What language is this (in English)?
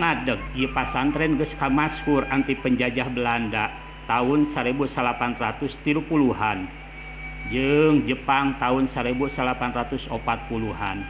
Sundanese